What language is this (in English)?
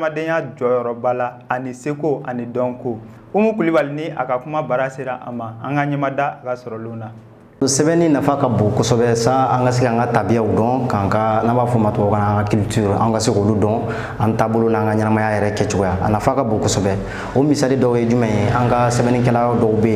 Bambara